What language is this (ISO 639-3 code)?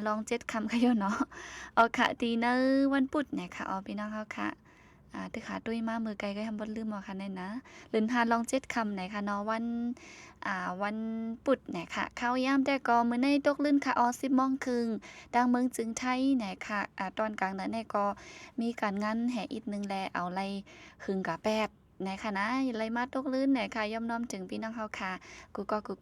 shn